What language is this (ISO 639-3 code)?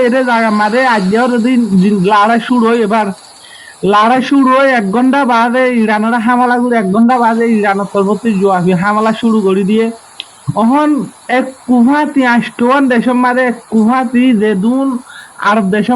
rhg